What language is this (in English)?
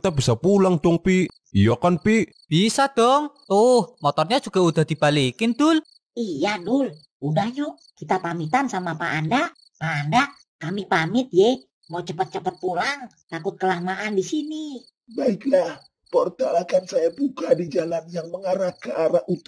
Betawi